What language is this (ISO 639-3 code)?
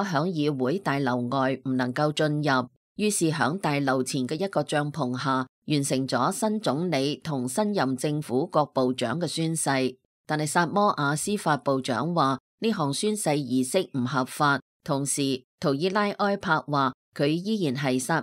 yue